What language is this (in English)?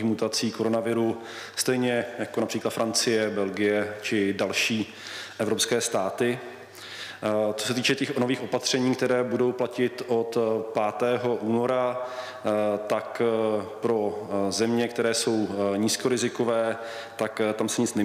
Czech